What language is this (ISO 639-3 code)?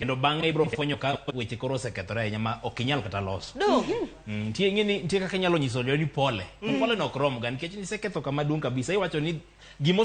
luo